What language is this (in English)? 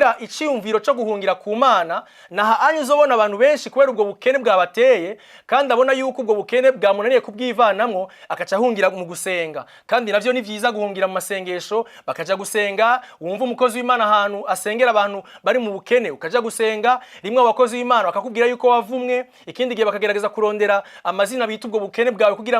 Rundi